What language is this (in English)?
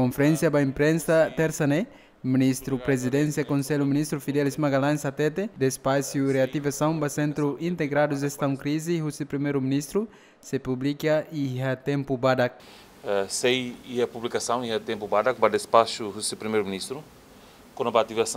Tetum